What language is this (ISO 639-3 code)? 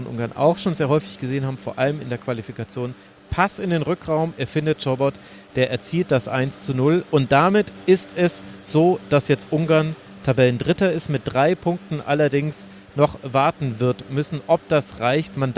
deu